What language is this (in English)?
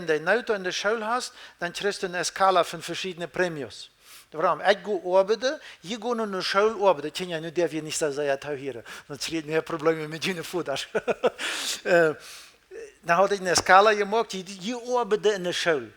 Plautdietsch